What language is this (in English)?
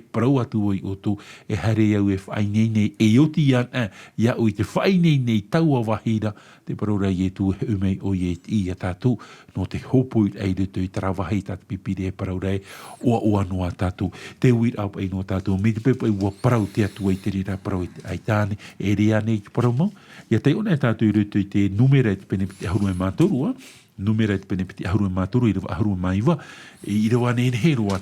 Tahitian